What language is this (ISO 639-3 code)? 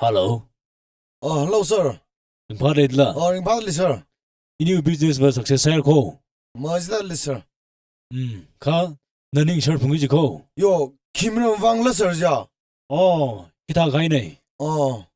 nmf